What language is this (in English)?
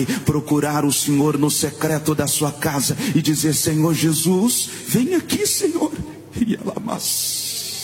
Portuguese